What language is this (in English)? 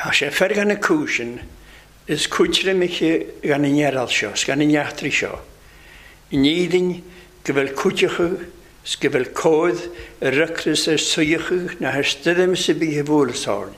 Welsh